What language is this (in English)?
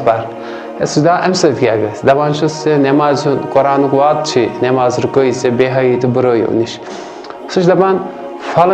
Kashmiri